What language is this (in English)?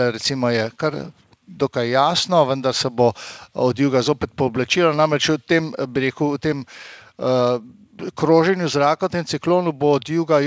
Slovenian